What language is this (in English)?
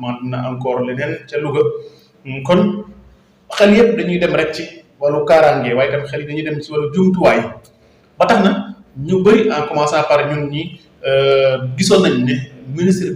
Wolof